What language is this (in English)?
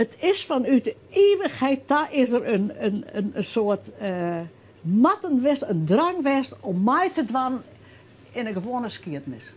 Western Frisian